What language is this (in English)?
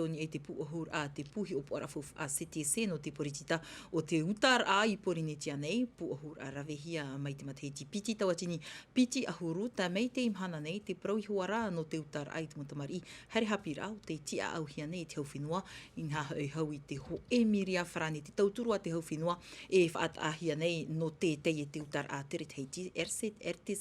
Tahitian